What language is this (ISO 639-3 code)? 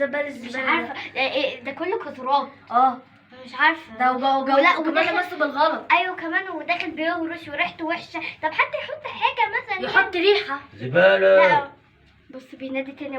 arz